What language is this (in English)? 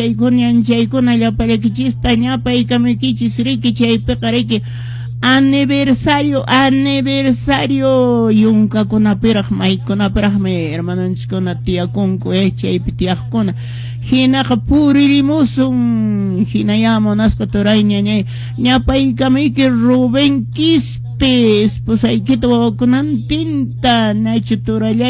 Quechua